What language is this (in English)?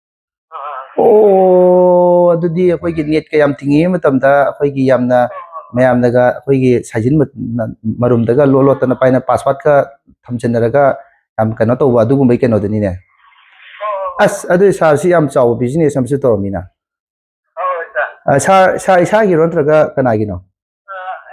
Manipuri